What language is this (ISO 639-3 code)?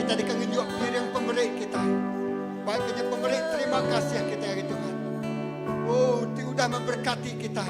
iba